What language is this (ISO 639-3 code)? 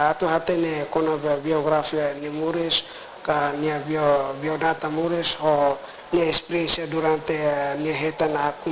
tet